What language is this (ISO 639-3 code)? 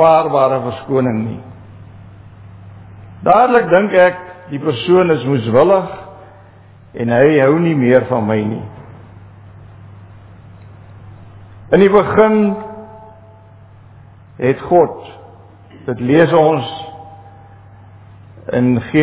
afr